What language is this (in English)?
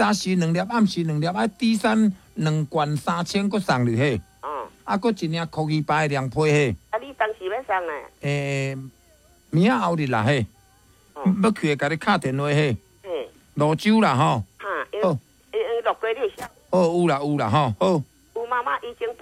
Min Nan Chinese